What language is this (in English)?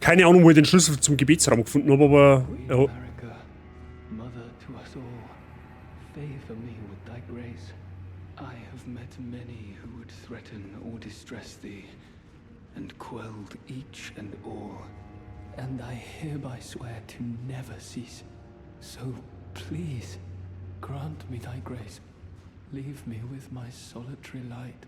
Bavarian